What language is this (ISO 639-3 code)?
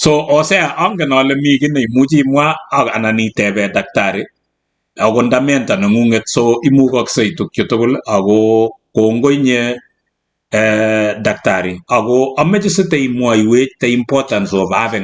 kln